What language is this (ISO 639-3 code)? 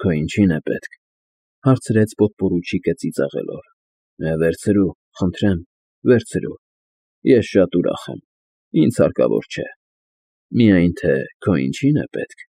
hye